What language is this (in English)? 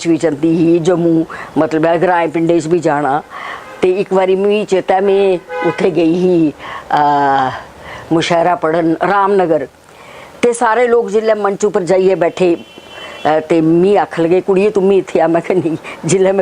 Dogri